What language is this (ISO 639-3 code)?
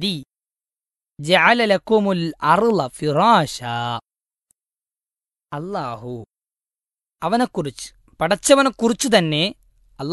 mal